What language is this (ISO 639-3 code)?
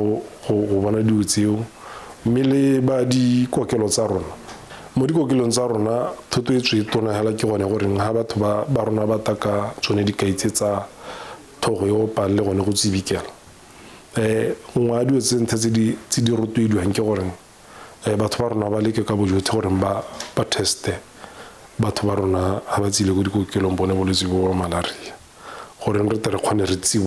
tsn